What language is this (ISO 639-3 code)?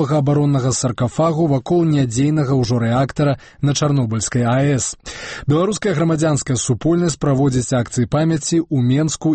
bel